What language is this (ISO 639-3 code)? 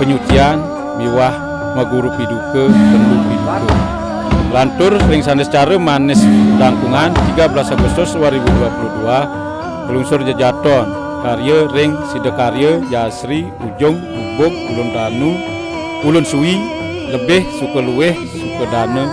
ban